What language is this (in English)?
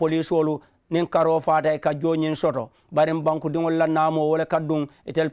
Mandingo